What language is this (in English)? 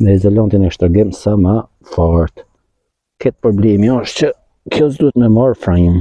Albanian